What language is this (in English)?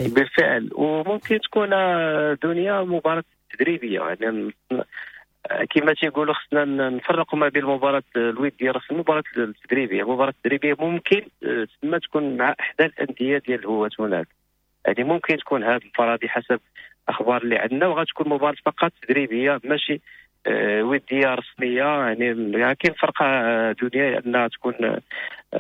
Moroccan Arabic